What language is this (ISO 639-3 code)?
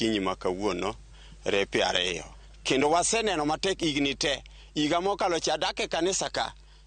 luo